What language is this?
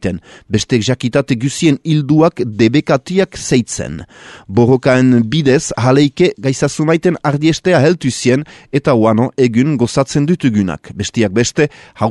Basque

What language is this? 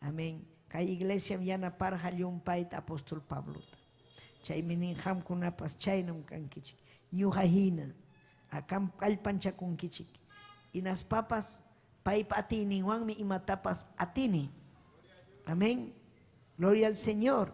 Ayacucho Quechua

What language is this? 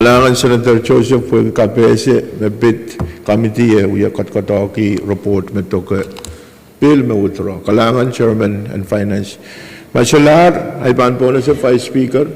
Pohnpeian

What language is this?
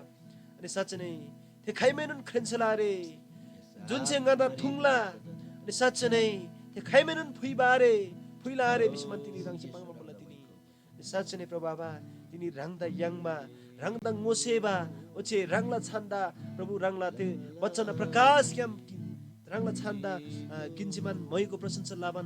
Eastern Tamang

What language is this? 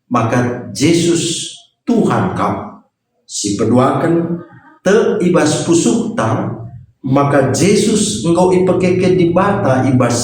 Batak Karo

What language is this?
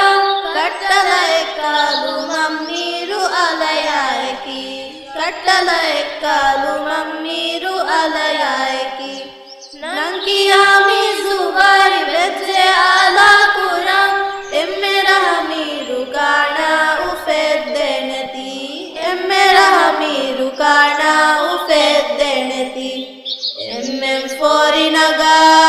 Divehi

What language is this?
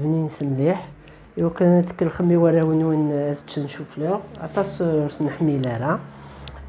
Kabyle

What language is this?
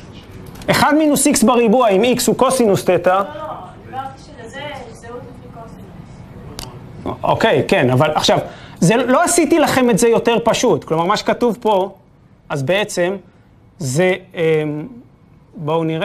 Hebrew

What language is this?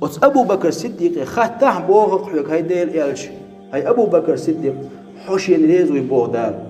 Chechen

